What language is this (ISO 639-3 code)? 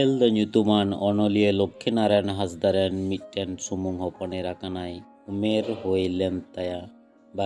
sat